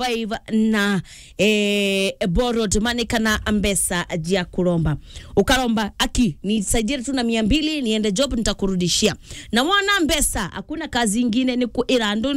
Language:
Meru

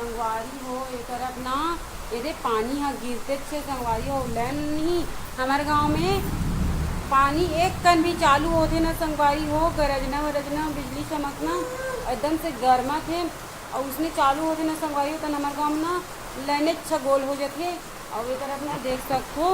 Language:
Chhattisgarhi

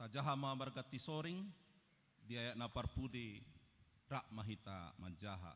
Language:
Batak Toba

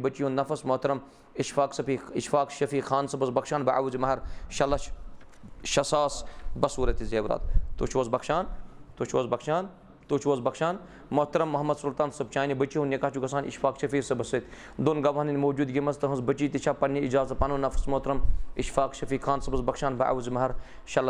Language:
Kashmiri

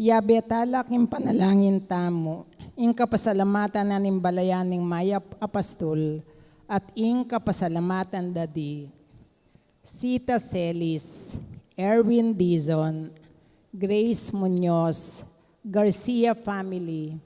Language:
Pampanga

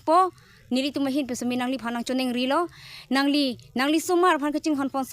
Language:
Karbi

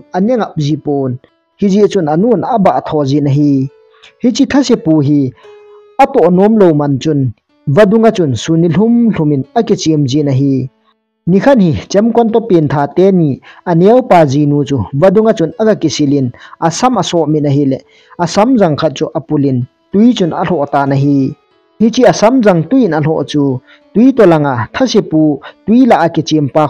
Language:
Thado Chin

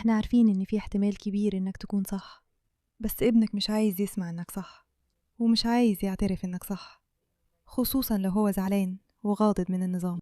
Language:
Egyptian Arabic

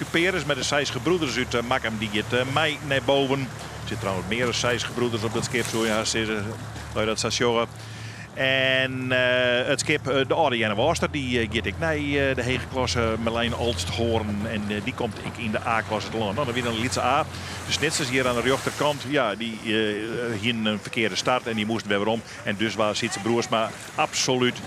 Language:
Western Frisian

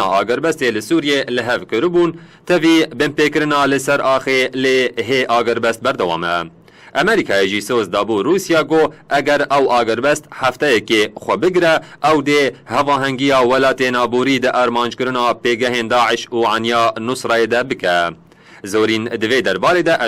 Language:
Kurdish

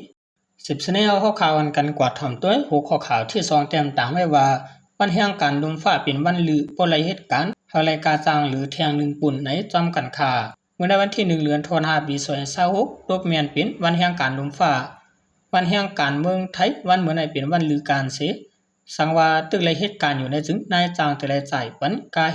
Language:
Shan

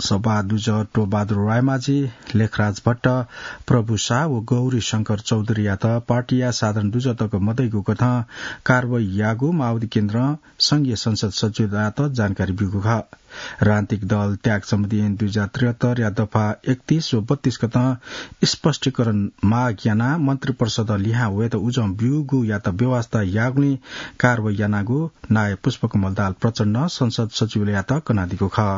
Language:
Newari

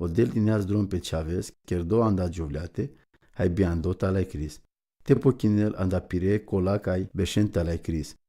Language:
Romany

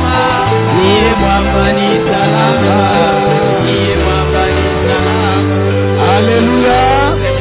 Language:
Swahili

